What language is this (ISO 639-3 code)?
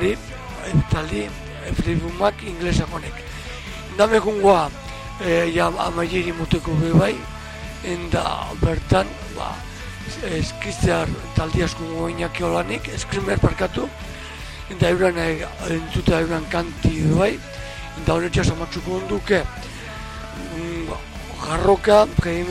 eus